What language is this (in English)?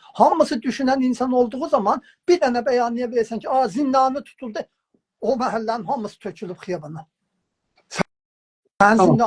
South Azerbaijani